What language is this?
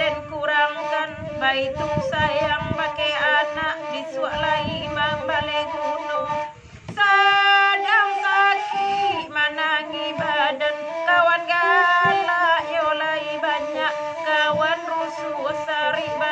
Minangkabau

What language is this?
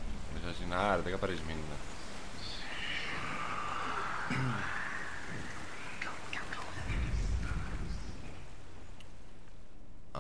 Estonian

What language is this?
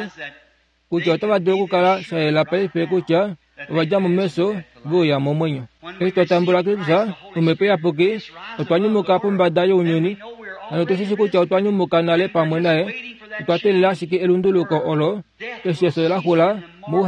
Kuanyama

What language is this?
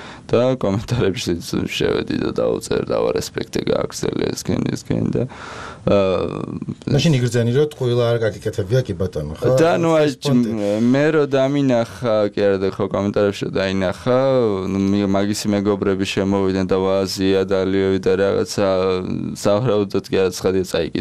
Georgian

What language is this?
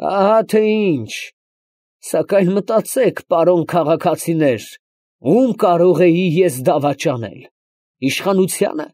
Armenian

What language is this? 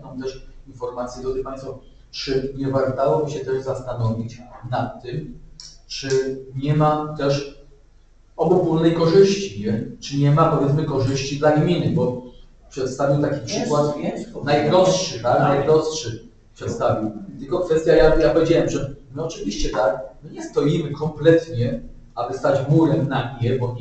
Polish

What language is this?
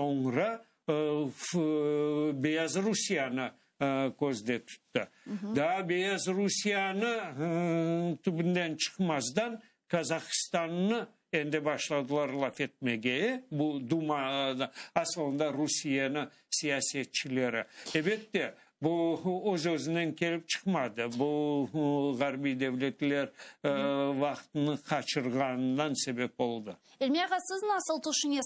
Crimean Tatar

